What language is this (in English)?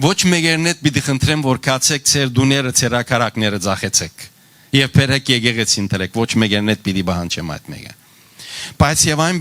Western Armenian